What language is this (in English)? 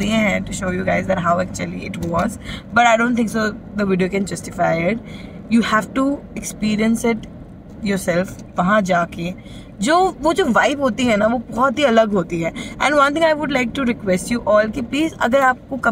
Hindi